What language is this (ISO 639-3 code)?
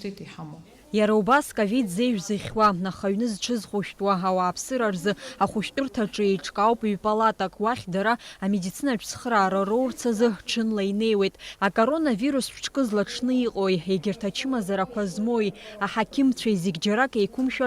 abk